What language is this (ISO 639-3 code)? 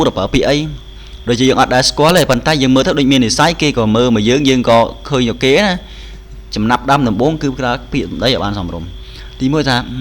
khm